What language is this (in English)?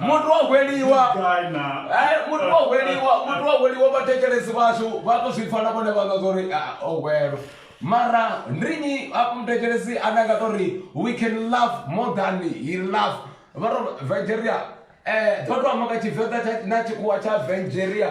Venda